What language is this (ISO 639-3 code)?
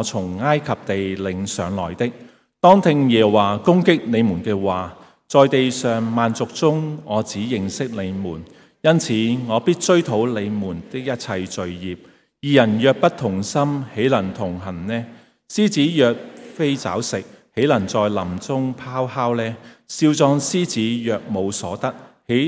yue